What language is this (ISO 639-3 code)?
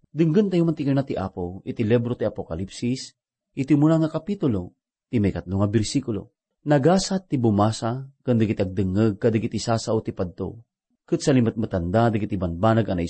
ilo